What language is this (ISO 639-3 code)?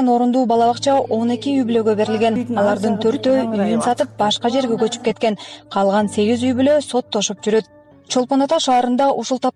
kir